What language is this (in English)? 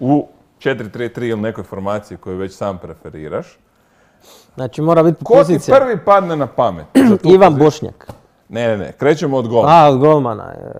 Croatian